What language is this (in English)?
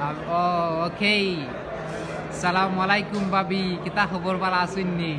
Sylheti